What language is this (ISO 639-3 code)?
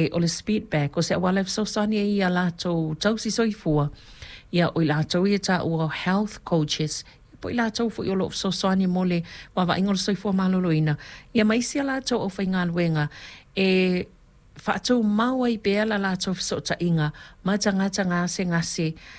smo